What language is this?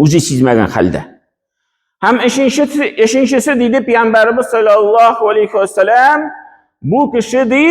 Tatar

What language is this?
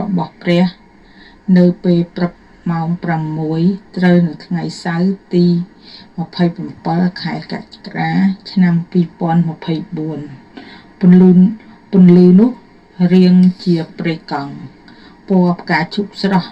Khmer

